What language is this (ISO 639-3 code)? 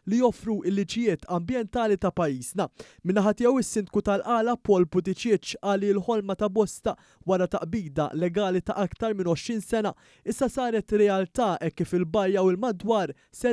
mlt